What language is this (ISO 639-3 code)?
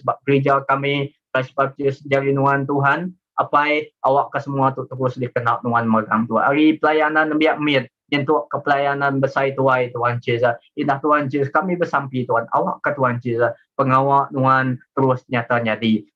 iba